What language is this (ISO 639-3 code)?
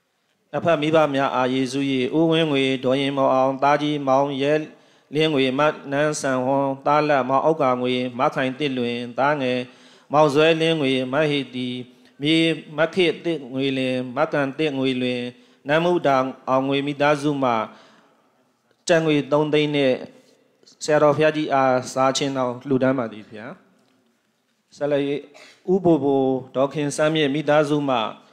mya